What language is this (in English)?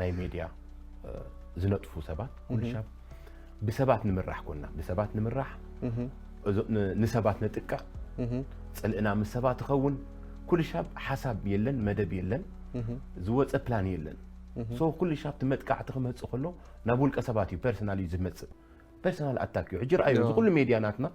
Tigrinya